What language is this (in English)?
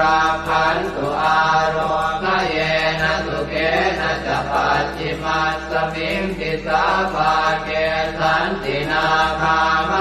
Pali